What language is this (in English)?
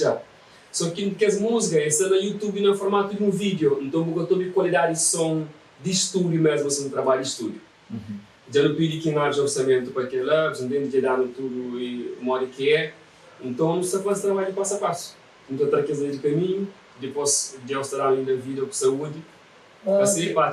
Kabuverdianu